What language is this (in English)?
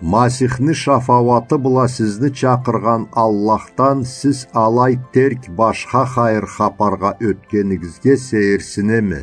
Karachay-Balkar